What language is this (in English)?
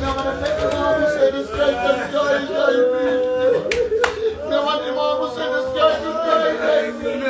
Kashmiri